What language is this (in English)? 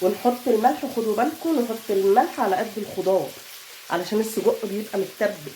Egyptian Arabic